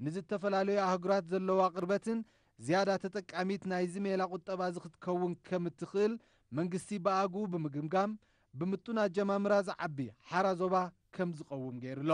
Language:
Tigrinya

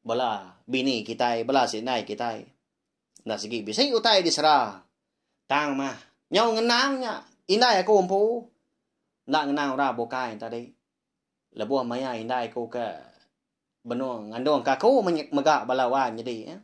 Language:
Iban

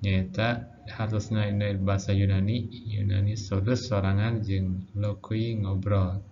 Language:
Sundanese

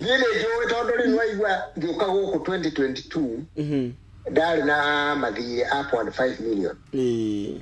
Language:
Kikuyu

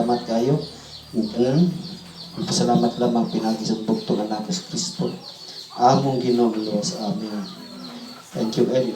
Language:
Cebuano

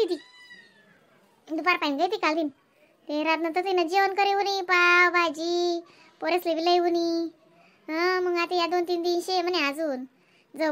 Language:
Khandesi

